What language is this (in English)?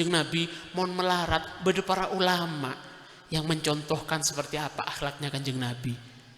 Madurese